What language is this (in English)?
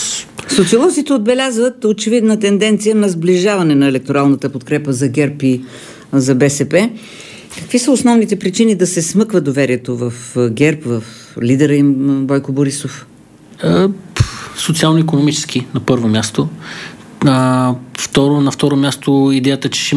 Bulgarian